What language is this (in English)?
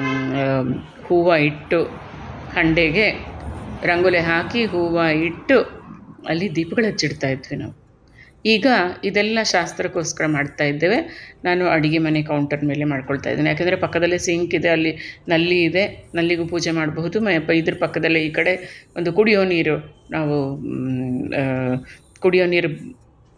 Kannada